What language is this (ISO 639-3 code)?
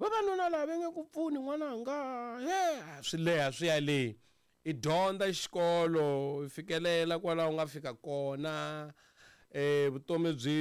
tso